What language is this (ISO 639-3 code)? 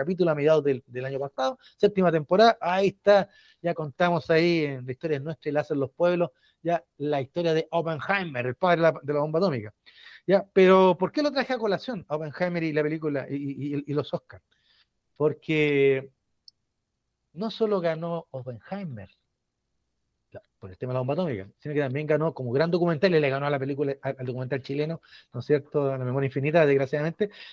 spa